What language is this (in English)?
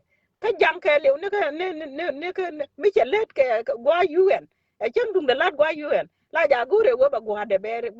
Nuer